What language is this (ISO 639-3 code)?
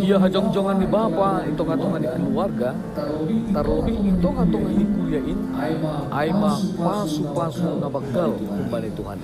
bts